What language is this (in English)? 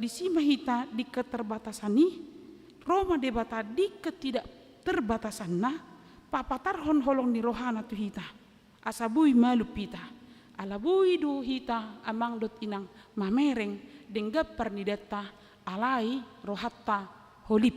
Batak Toba